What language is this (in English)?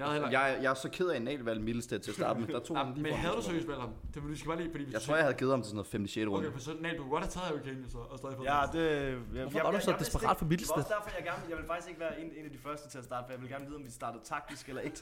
Danish